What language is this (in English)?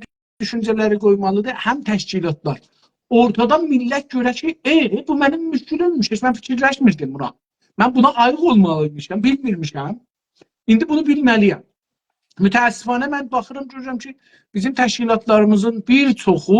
South Azerbaijani